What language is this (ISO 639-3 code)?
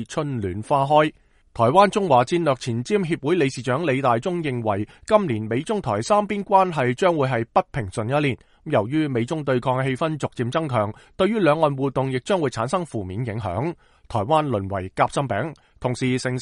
yue